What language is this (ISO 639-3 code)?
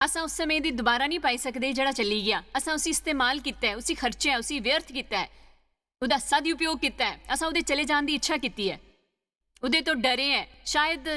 doi